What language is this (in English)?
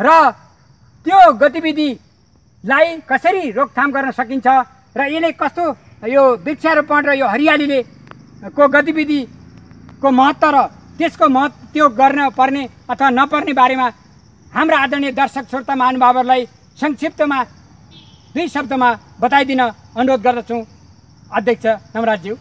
Nepali